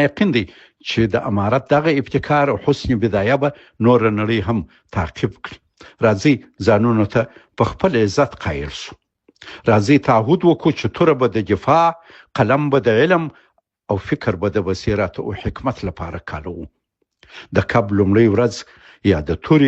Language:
Pashto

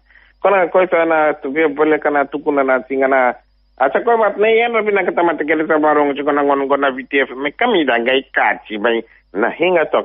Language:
Fijian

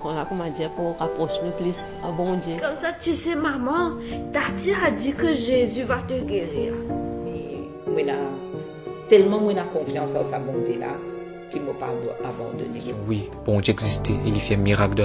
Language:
Morisyen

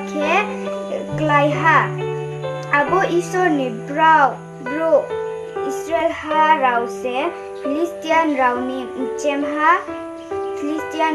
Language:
Riang (India)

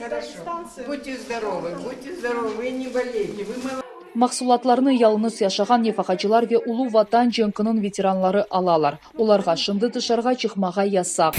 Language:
Crimean Tatar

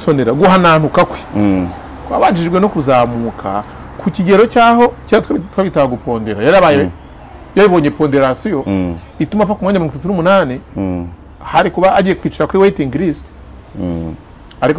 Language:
Kinyarwanda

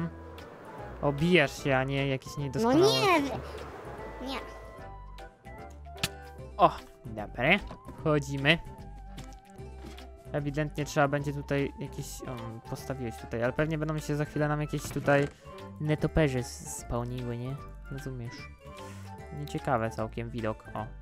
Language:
Polish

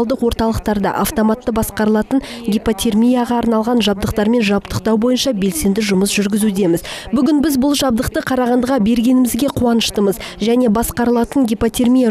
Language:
Kazakh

